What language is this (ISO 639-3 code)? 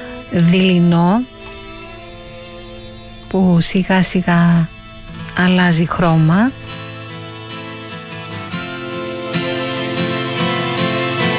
ell